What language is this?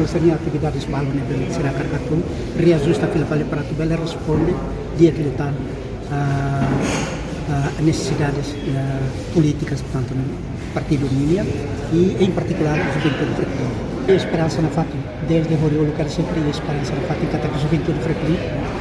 Tetum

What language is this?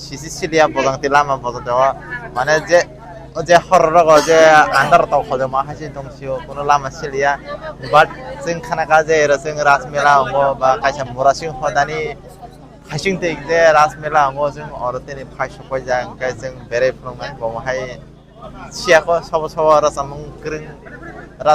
Kok Borok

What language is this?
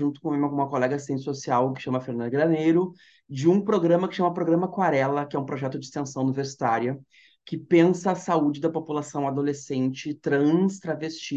Portuguese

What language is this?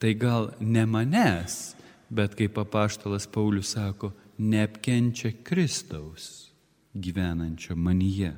Lithuanian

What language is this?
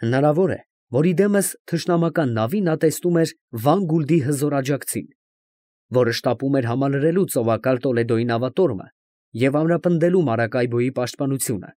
Armenian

